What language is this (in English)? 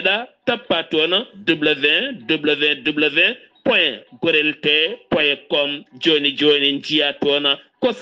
Fula